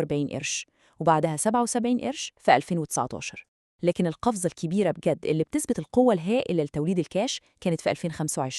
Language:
Egyptian Arabic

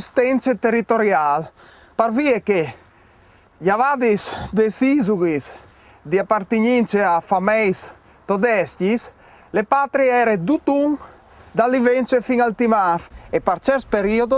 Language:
Friulian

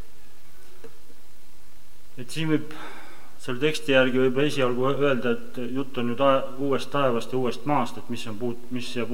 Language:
Estonian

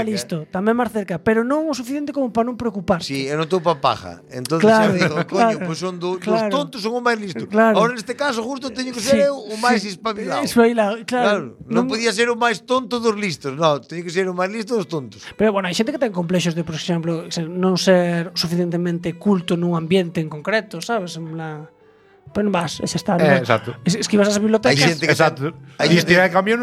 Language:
Galician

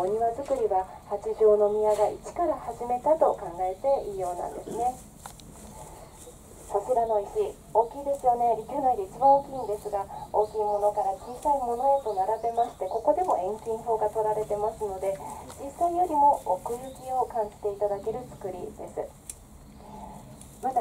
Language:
Japanese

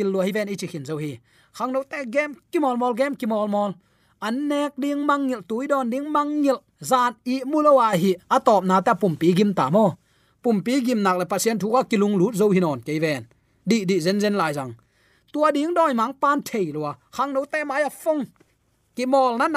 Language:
Tedim Chin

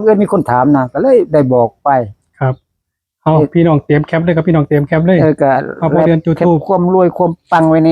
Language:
Northeastern Thai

